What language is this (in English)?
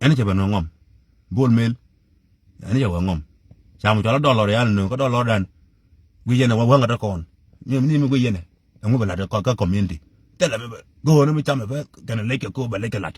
Nuer